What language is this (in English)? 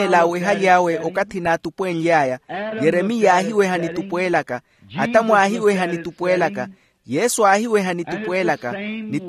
Makhuwa